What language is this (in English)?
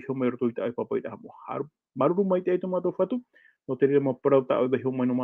Tahitian